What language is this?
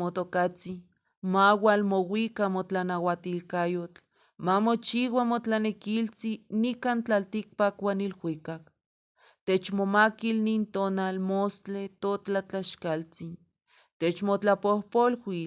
Eastern Huasteca Nahuatl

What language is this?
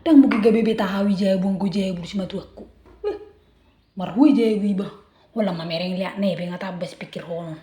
Batak Toba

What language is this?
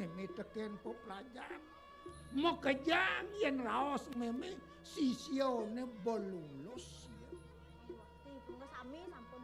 Balinese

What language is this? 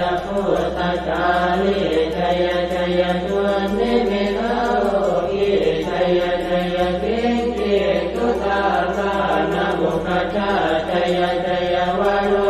Pali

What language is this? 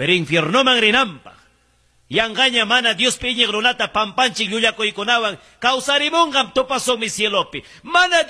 Quechua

